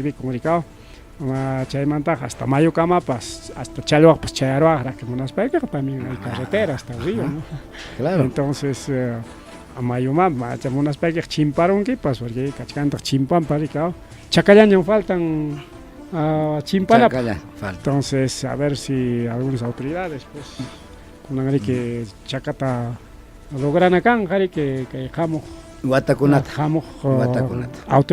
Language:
Ayacucho Quechua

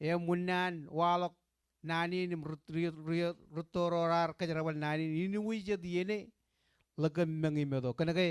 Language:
Marshallese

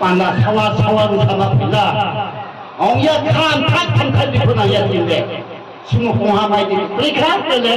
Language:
Riang (India)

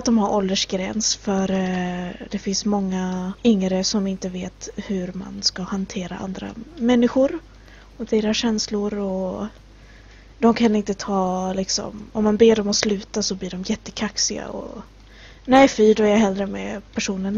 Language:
Swedish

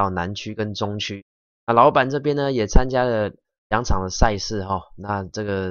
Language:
Chinese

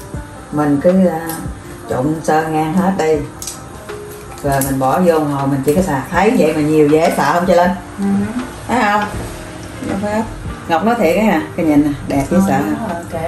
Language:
Vietnamese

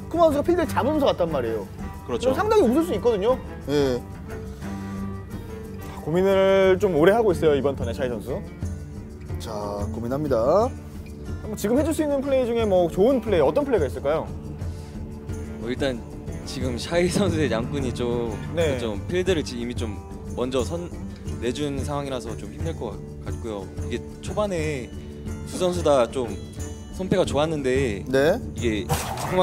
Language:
Korean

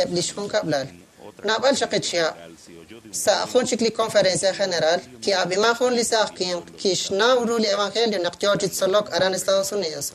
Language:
Kekchí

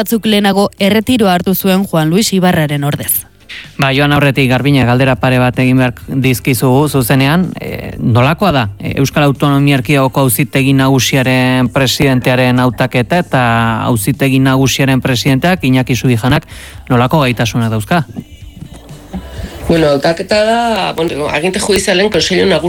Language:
Basque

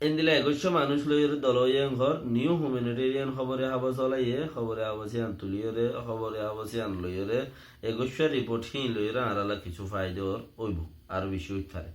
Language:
Rohingya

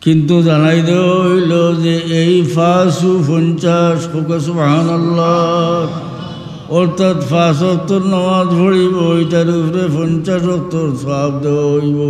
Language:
Sylheti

